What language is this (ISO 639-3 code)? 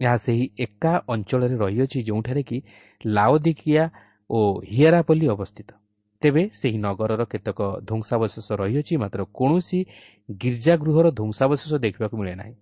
ori